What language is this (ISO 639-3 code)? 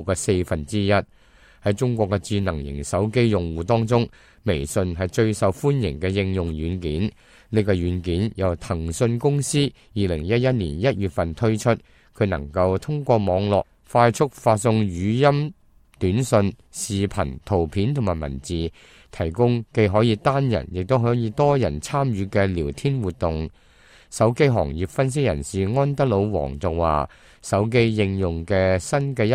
yue